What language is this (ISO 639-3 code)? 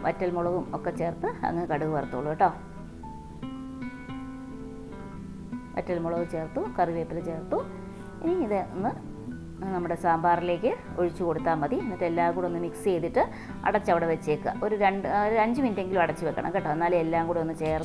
mal